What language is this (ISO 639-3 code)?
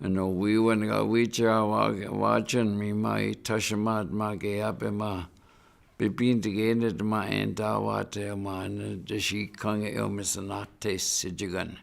ciw